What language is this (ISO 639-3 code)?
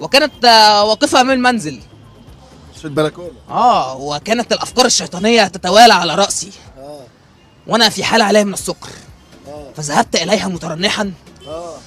arz